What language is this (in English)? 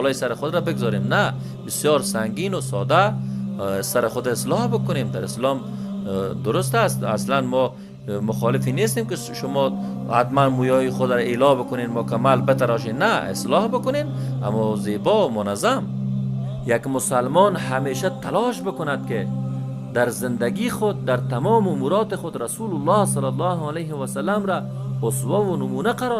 Persian